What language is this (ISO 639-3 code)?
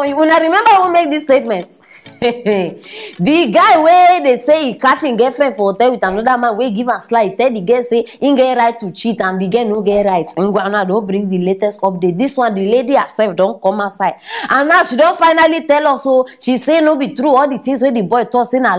pcm